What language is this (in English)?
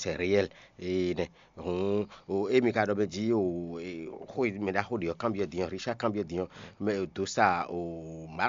Fon